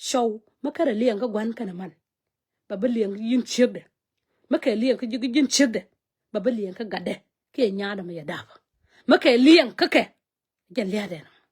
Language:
Nuer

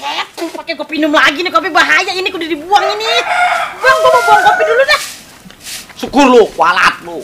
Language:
Betawi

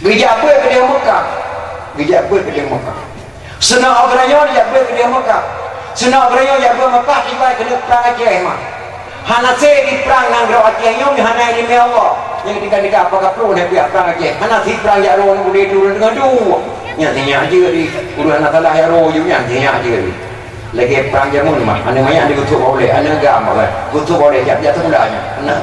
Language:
Achinese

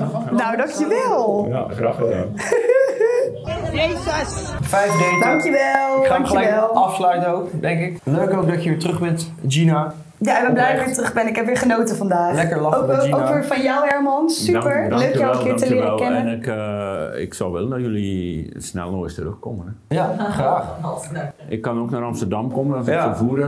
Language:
Dutch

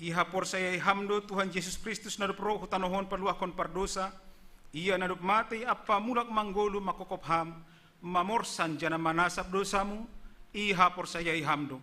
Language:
Batak Simalungun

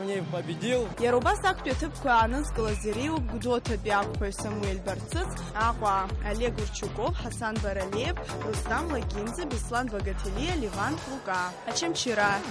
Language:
Abkhazian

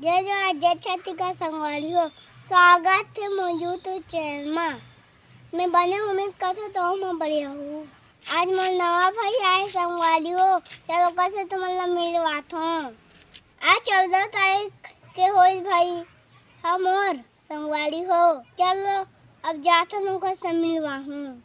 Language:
Chhattisgarhi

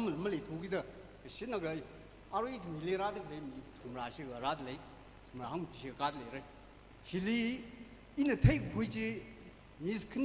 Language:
Tangkhul Naga (India)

